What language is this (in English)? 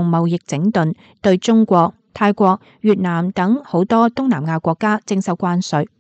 Cantonese